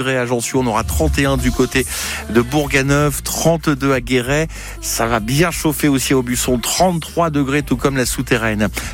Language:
French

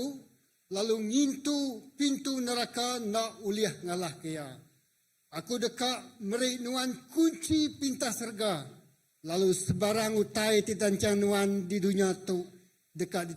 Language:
Iban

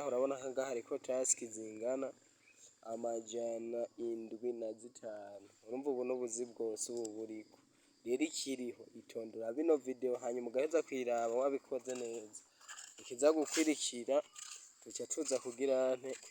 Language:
Rundi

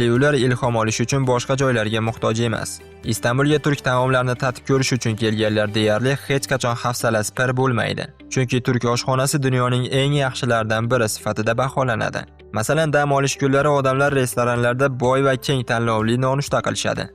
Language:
Uzbek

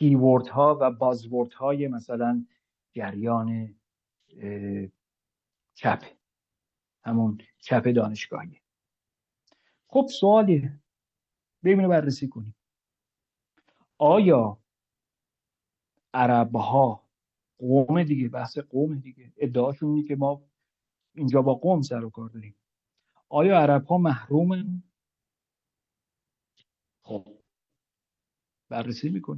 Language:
Persian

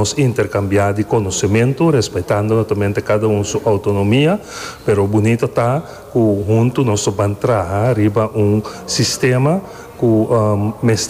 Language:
Papiamento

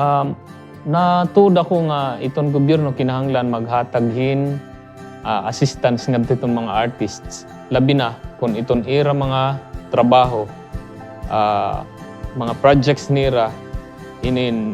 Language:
Waray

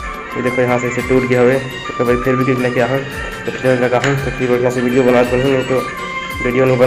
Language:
Chhattisgarhi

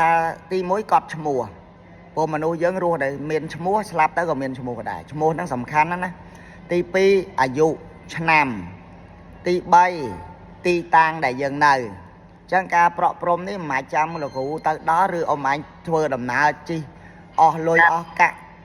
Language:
Khmer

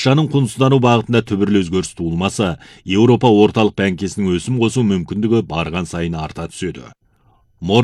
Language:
Kazakh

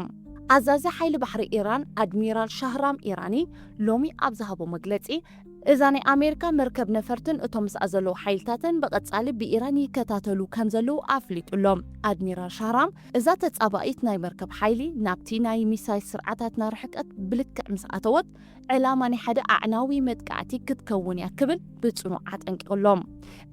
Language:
Tigrinya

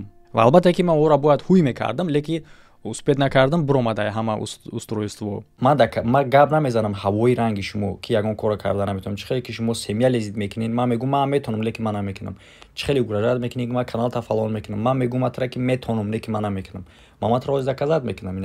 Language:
Tajik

